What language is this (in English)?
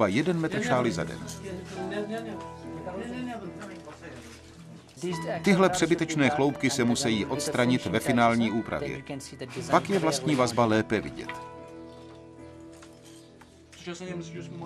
Czech